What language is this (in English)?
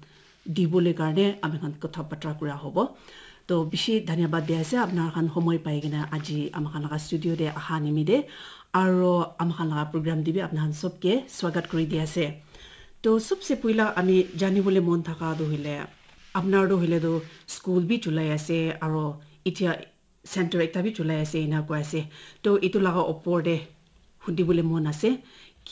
Naga Pidgin